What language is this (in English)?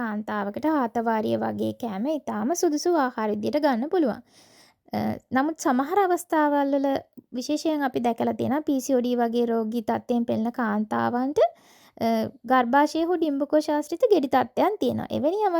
Sinhala